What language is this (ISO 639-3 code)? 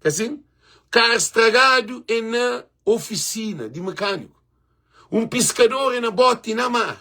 kea